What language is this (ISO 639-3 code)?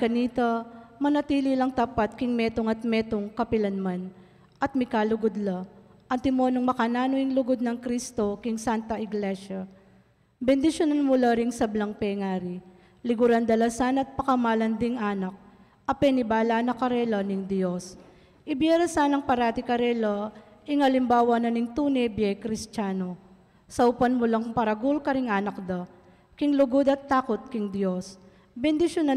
pam